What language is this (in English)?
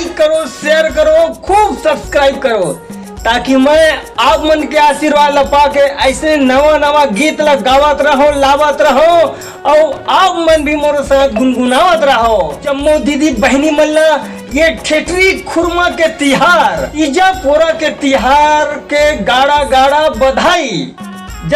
Chhattisgarhi